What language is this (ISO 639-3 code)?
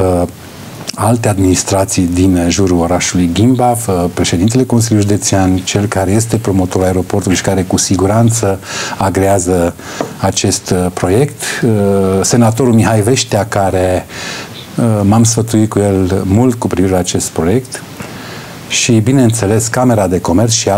ron